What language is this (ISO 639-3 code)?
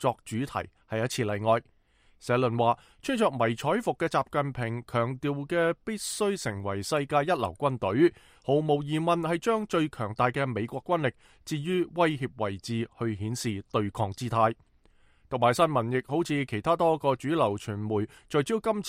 yue